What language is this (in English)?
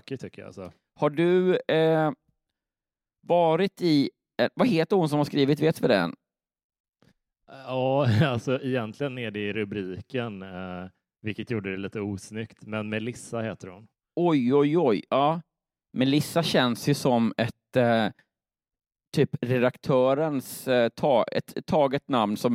Swedish